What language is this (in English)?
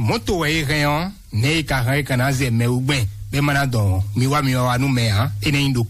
Fon